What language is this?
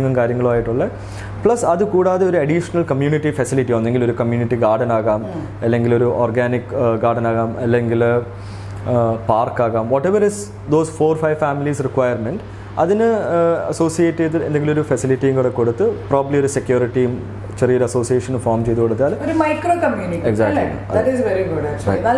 Malayalam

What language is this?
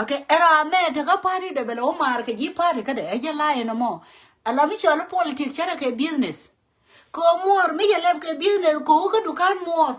Nuer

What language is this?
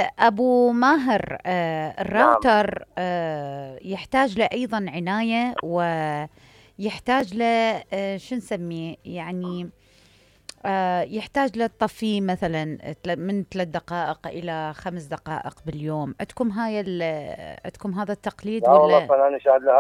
Mesopotamian Arabic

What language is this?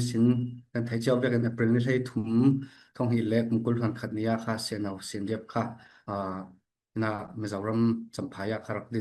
Falam Chin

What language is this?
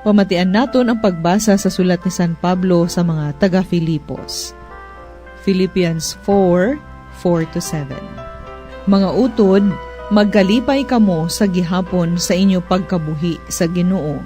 Hiligaynon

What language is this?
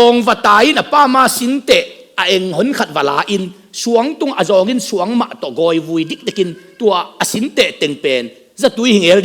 Tedim Chin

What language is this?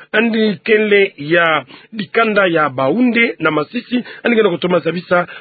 Kituba (Democratic Republic of Congo)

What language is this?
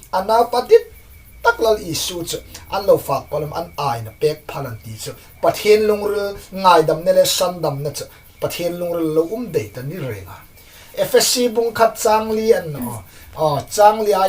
Hmar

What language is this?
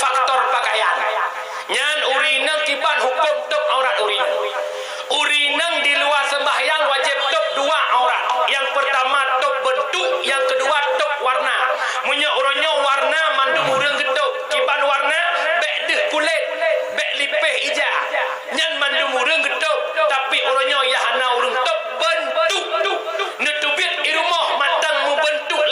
Achinese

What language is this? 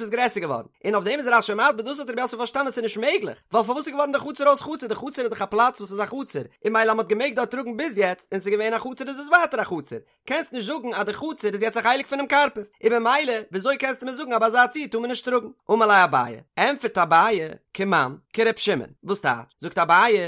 Yiddish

